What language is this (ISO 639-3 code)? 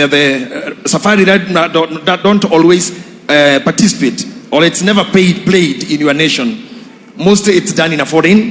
kik